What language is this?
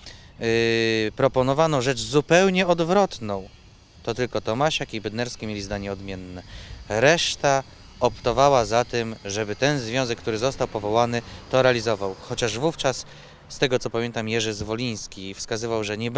Polish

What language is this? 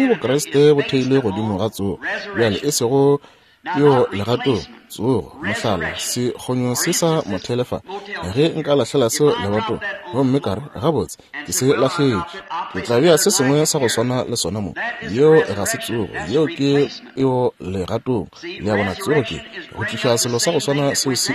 Northern Sotho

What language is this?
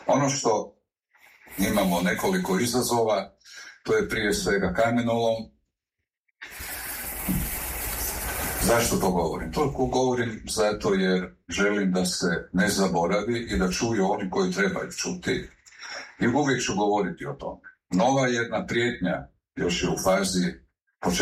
Croatian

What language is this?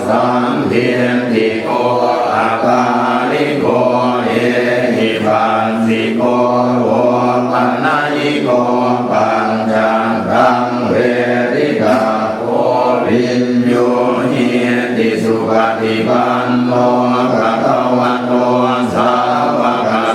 Pali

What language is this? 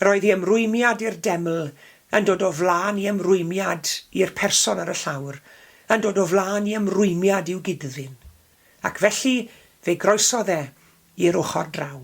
Welsh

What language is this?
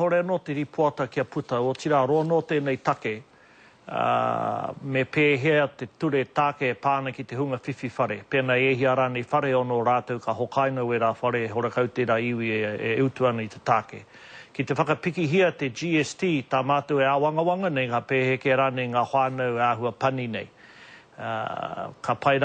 Māori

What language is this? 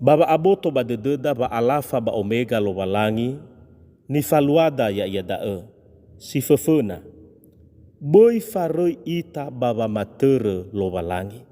Nias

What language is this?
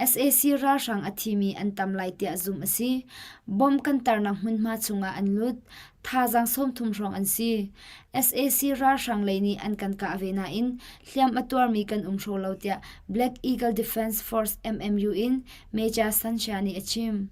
Hakha Chin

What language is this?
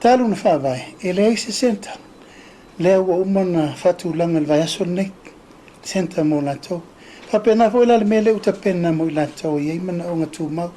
Samoan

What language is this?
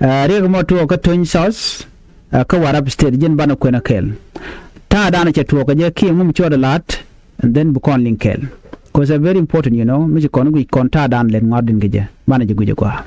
Nuer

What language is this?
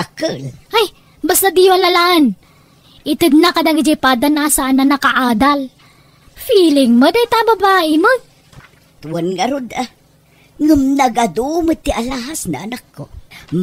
Iloko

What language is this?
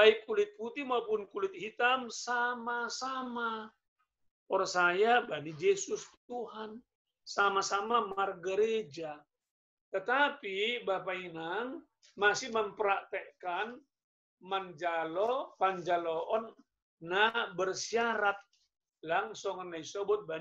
Batak Simalungun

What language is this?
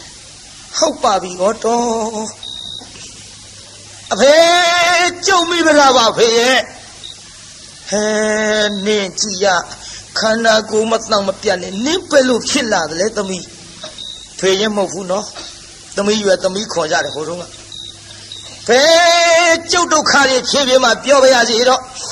Burmese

